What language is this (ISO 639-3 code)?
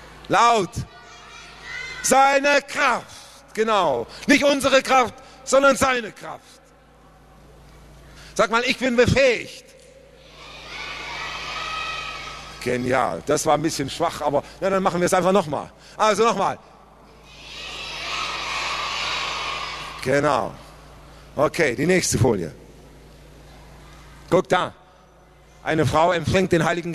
deu